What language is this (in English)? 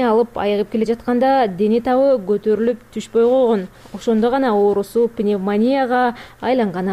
Kyrgyz